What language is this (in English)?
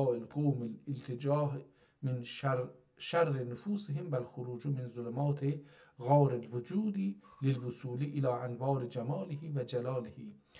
South Azerbaijani